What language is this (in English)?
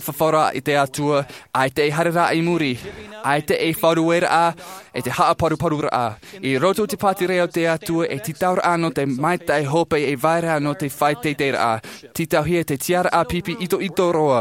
Tahitian